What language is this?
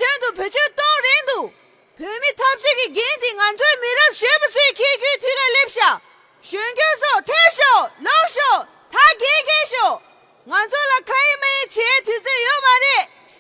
Tibetan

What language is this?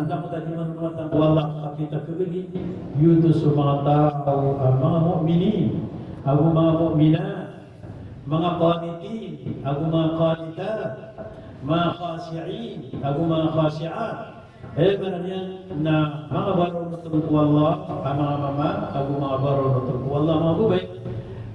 Maranao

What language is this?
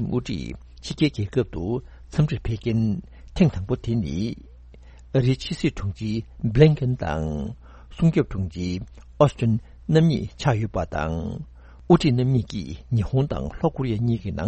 Tibetan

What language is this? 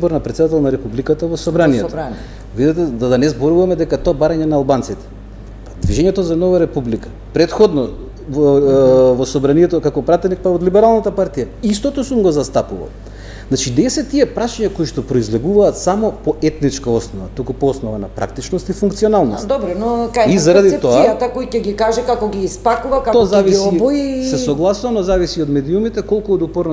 Macedonian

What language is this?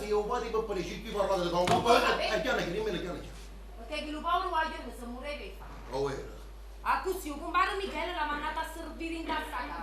Neapolitan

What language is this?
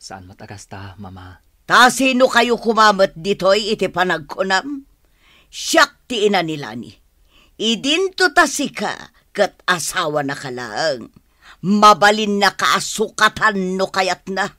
Iloko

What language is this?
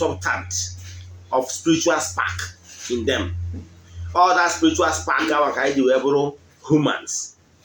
Igbo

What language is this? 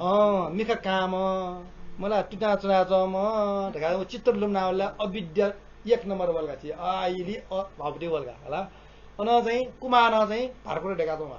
Newari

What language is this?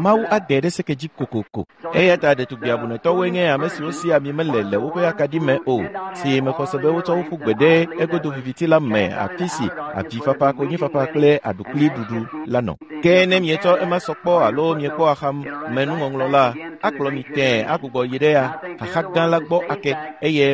Ewe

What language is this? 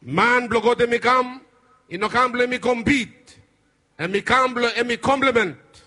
Bislama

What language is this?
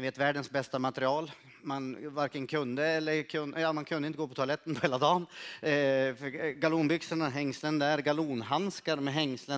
Swedish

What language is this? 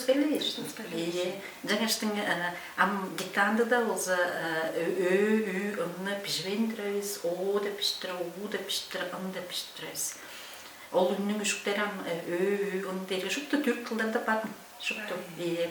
Tuvinian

